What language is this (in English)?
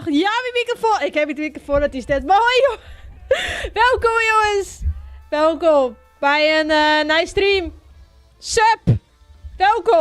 Western Frisian